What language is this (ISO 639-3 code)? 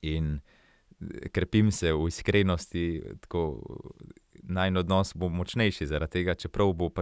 slv